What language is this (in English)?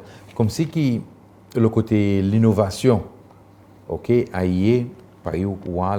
Seselwa Creole French